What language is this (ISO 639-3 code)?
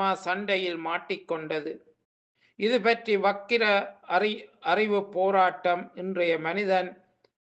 tam